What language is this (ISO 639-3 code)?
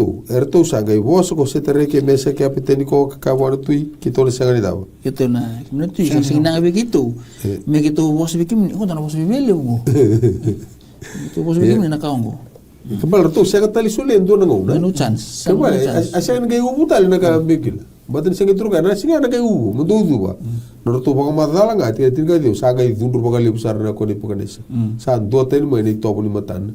fij